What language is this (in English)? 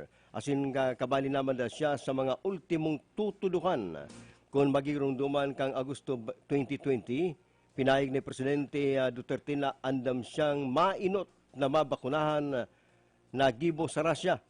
Bikol